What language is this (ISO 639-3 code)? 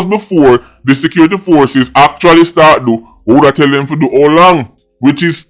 jam